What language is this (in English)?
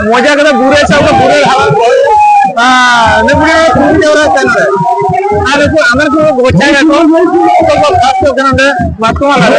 Santali